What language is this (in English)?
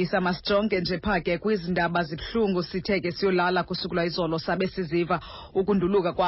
Xhosa